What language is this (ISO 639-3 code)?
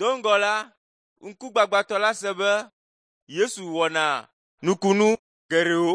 ewe